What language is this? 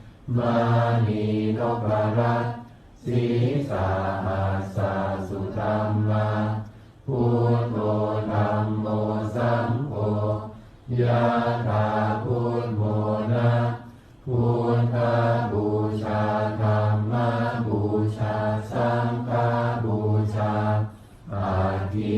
Pali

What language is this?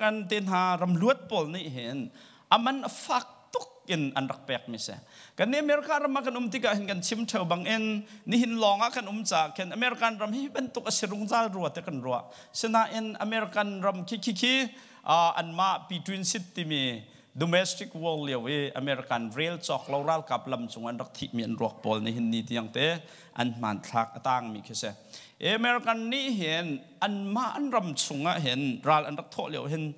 Hakha Chin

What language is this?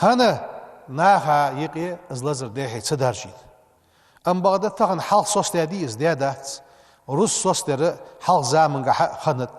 Ingush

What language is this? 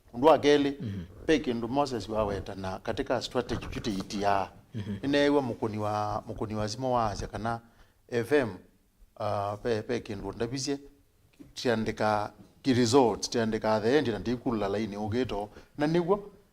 Kamba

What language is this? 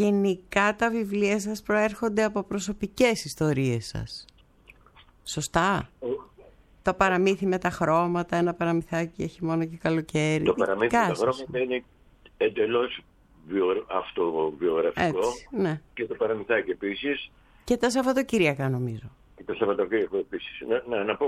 Greek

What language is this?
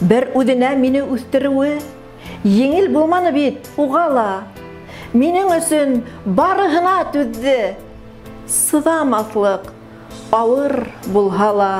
Bashkir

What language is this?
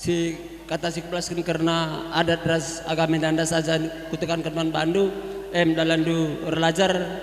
Batak Karo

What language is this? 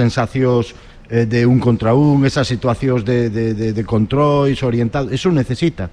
Galician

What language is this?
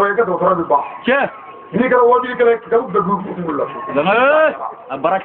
Bambara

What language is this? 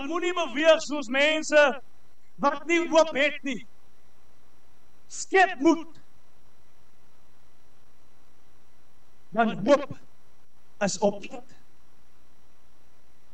Afrikaans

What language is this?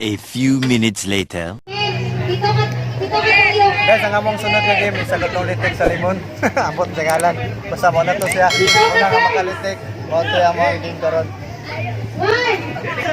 Cebuano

